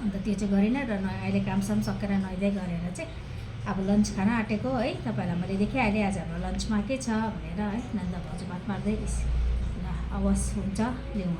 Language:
Nepali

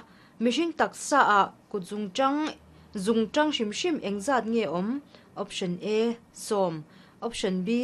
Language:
Mizo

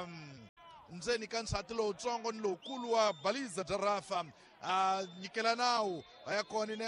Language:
Tsonga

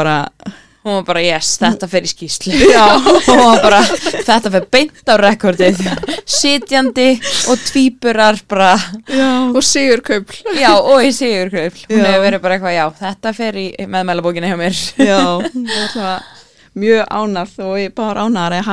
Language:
Icelandic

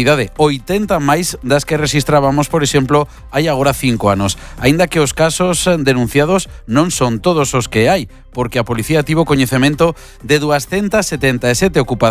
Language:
Galician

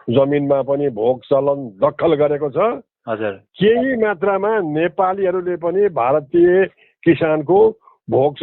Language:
Nepali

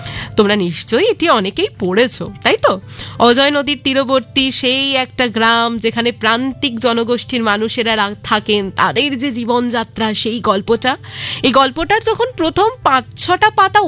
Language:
Bangla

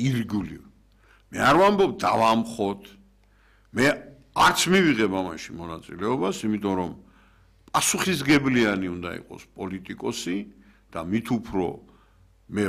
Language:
Georgian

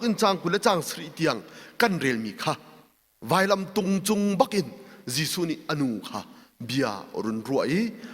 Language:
Hakha Chin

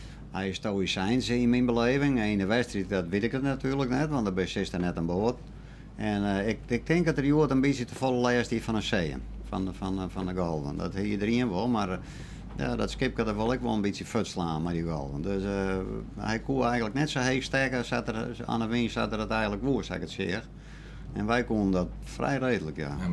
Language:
Western Frisian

